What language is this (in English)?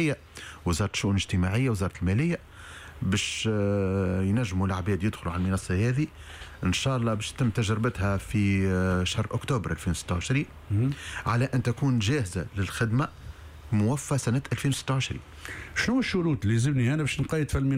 Tunisian Arabic